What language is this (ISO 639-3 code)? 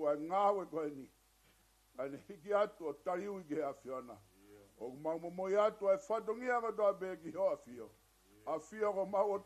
ton